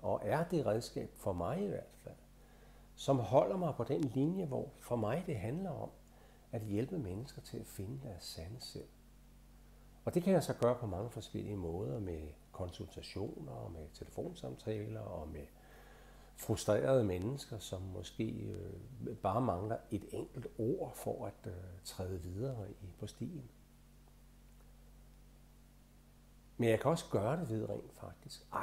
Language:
Danish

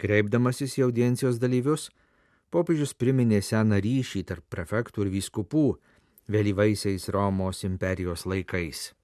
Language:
Lithuanian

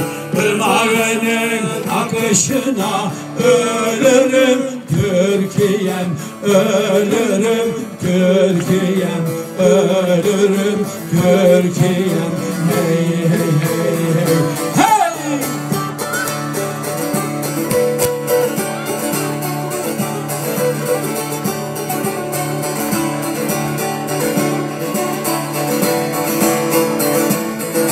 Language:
Turkish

